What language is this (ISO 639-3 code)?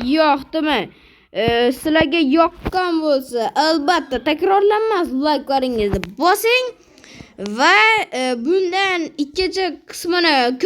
uzb